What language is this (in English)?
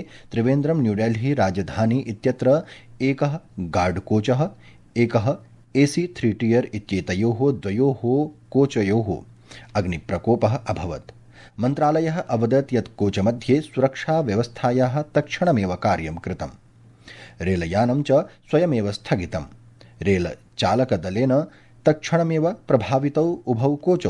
Sanskrit